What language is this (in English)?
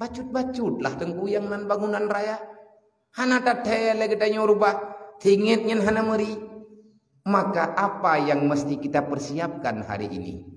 Achinese